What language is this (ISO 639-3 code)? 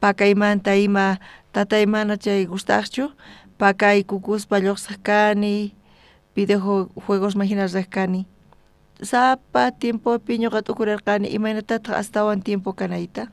quh